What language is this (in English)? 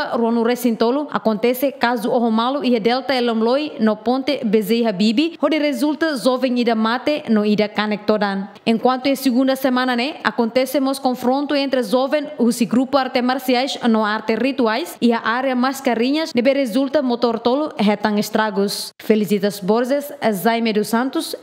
Tetum